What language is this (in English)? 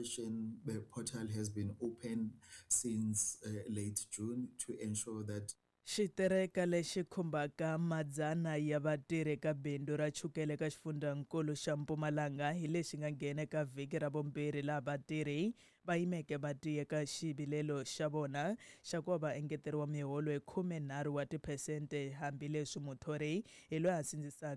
Tsonga